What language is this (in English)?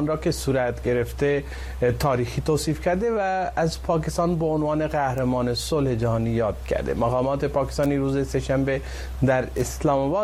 Persian